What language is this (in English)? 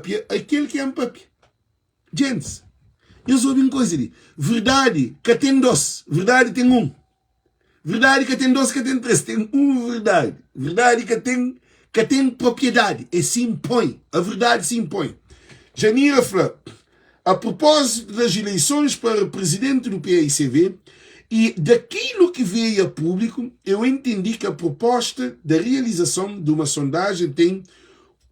Kabuverdianu